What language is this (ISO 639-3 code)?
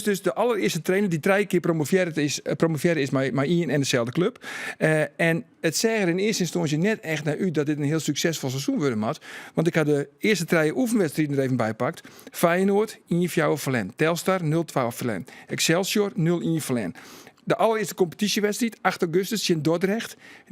fry